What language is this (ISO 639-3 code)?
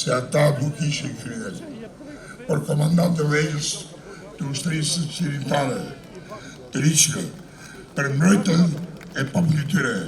sqi